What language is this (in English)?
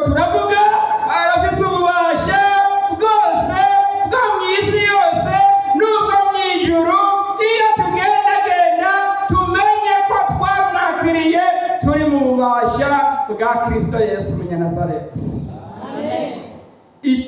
Rundi